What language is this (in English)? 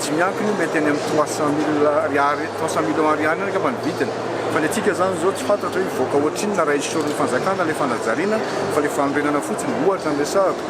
Malagasy